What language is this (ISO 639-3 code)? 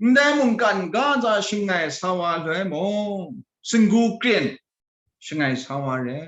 kac